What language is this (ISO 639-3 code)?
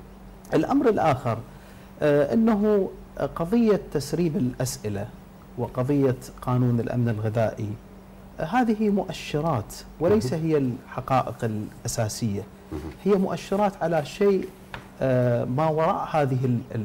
ara